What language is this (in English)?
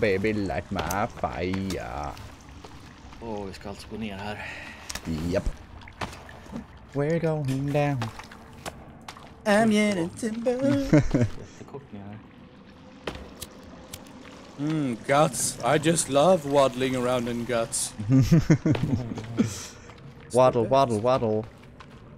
Swedish